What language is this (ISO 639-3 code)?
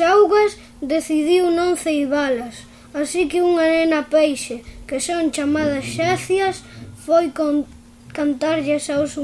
glg